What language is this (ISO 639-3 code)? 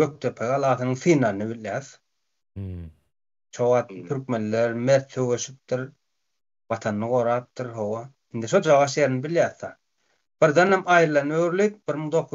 tuk